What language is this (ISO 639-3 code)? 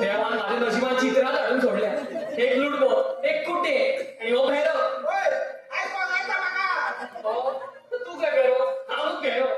kok